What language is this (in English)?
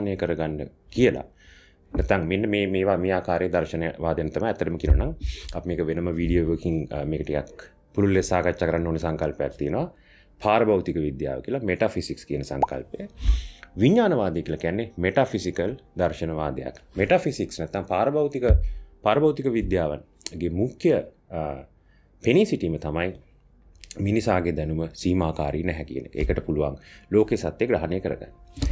Sinhala